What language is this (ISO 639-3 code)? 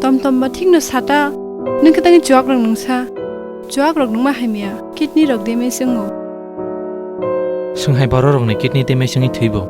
trp